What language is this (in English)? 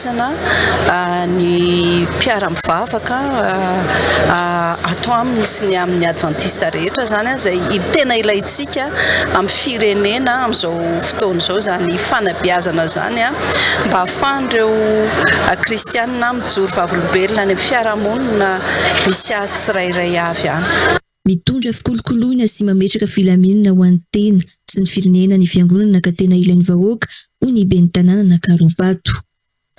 Malagasy